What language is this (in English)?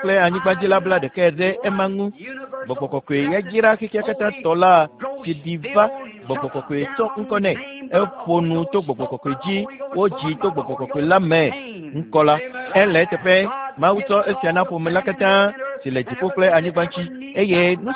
Ewe